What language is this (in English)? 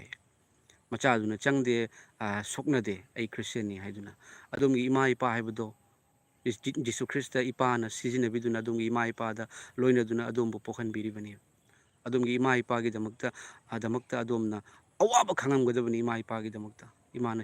Manipuri